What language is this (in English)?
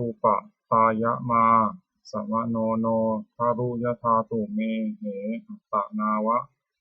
Pali